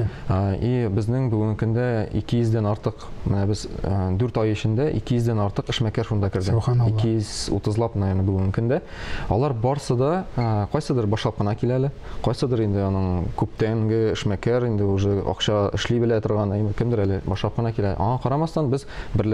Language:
Tatar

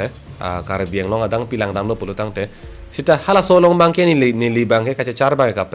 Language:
Karbi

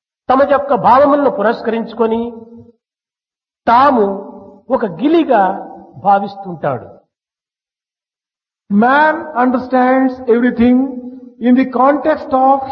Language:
Telugu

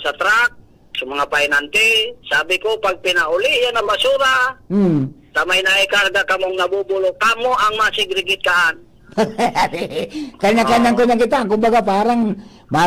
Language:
Bikol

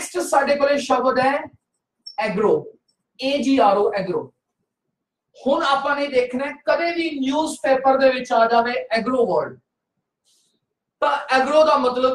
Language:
Punjabi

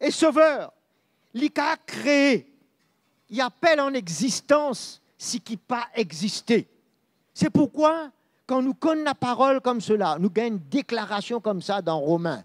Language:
Morisyen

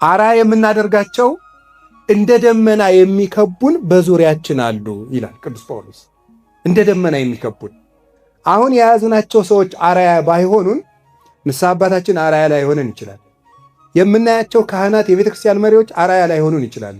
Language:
Amharic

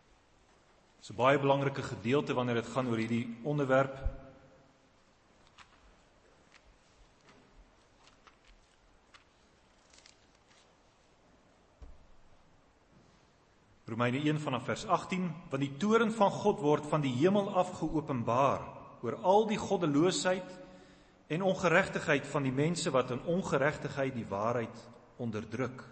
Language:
Afrikaans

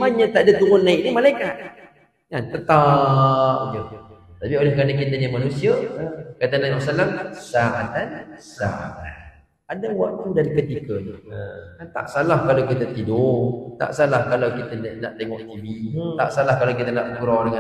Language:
Malay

